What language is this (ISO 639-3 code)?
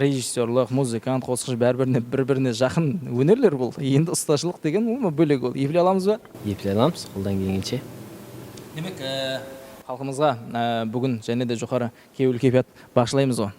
kaa